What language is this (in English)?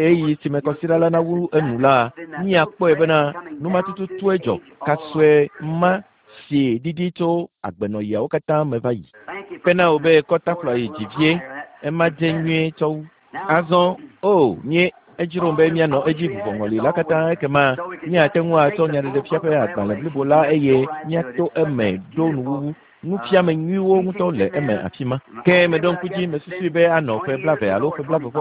Ewe